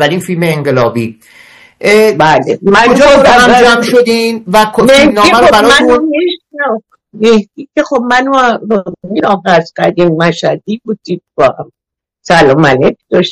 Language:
Persian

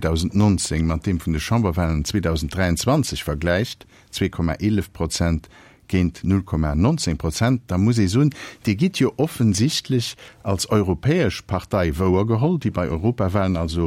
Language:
Luxembourgish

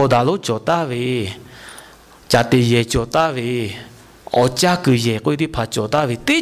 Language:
Lahu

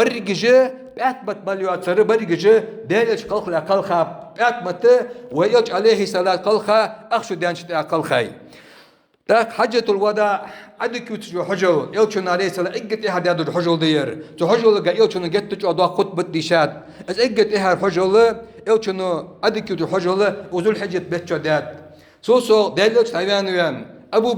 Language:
Ingush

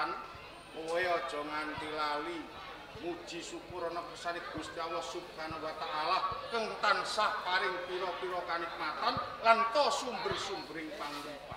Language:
Javanese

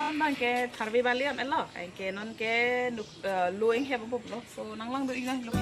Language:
Karbi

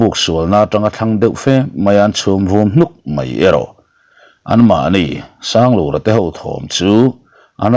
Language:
Mizo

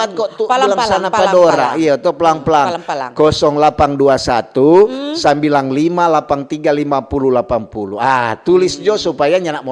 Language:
Manado Malay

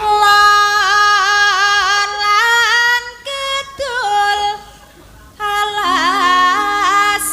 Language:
Javanese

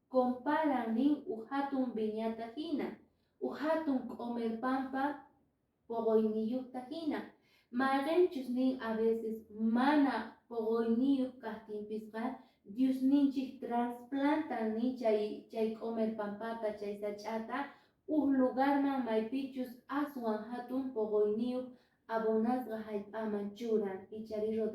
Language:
Quechua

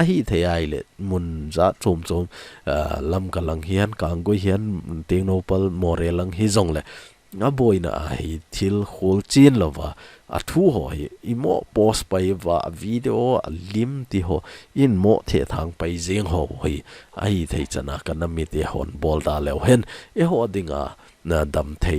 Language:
Thado Chin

